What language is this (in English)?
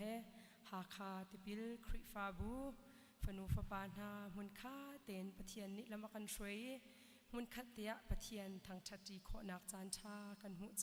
Hakha Chin